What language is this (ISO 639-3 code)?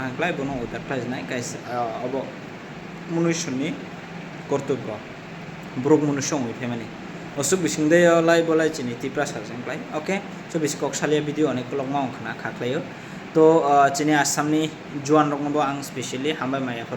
trp